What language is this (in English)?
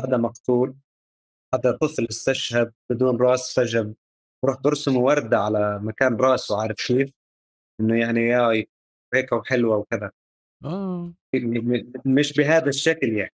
North Levantine Arabic